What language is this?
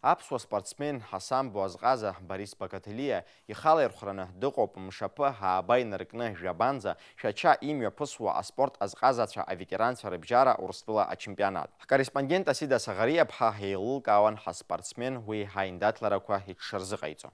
Abkhazian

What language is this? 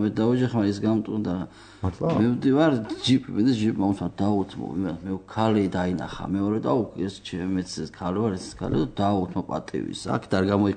Georgian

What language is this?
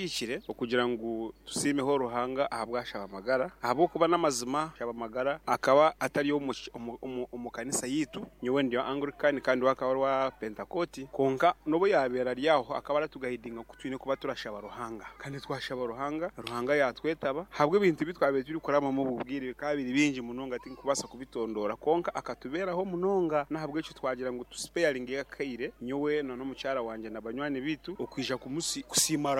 Nyoro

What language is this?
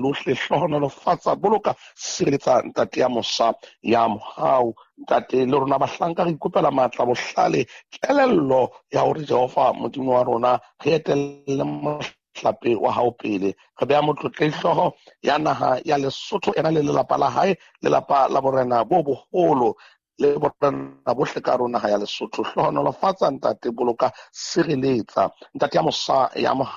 Southern Sotho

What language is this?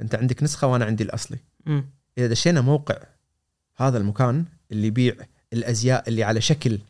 Gulf Arabic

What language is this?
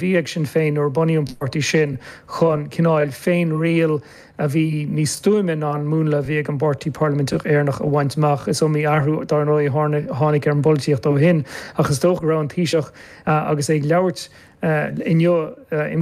Irish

